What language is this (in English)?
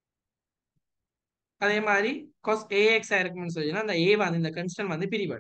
Tamil